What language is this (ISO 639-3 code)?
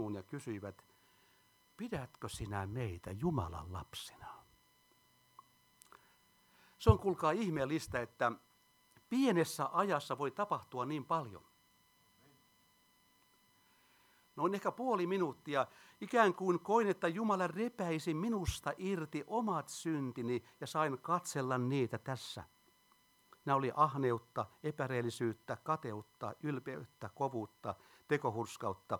fin